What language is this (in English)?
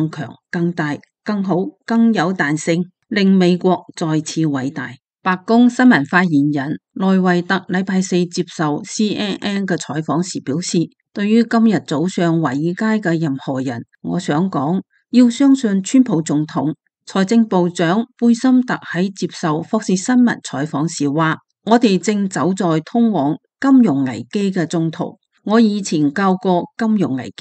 Cantonese